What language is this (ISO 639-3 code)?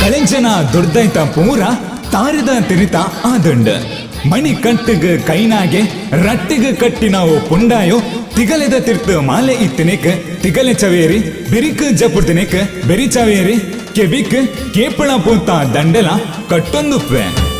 tcy